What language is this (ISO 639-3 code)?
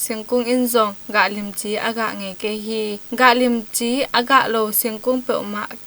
ctd